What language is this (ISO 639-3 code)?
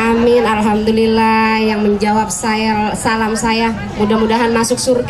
bew